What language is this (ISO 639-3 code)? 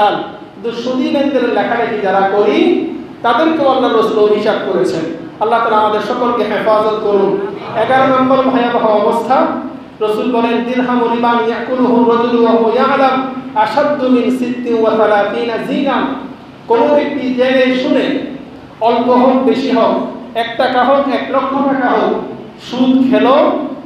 ben